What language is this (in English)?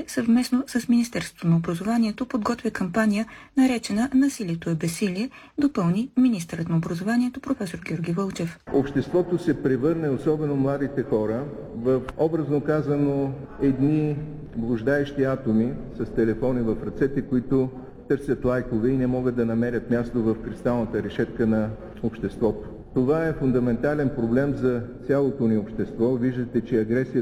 Bulgarian